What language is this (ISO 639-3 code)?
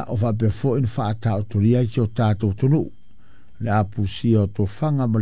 smo